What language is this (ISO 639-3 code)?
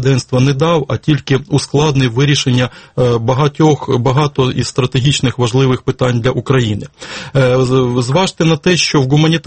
ukr